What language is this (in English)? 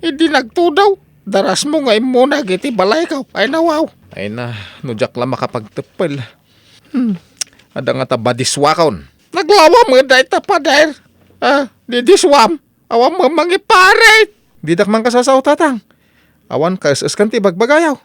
Iloko